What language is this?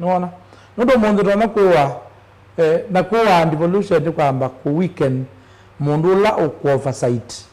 Kamba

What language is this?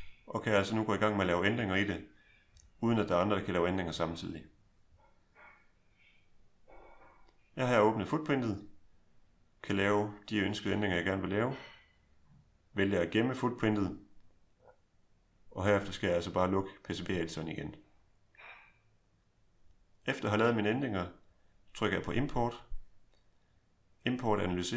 Danish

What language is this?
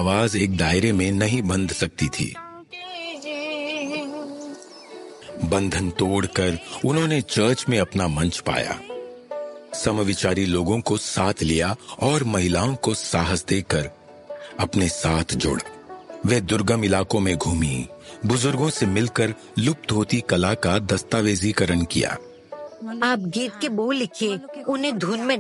Hindi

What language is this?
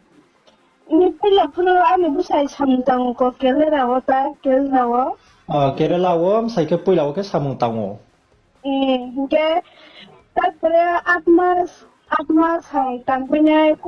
Riang (India)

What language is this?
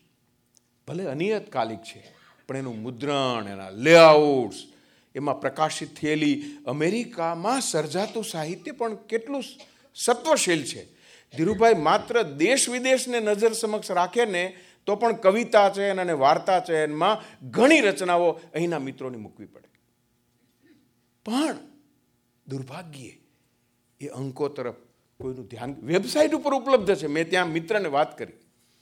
Gujarati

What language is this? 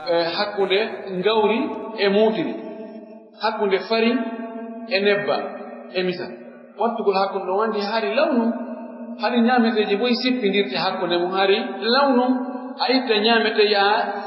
Pular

